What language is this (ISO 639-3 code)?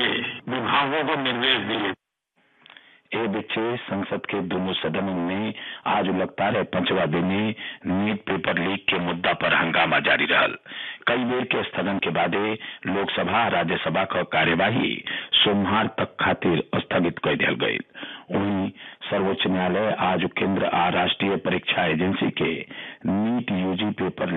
bho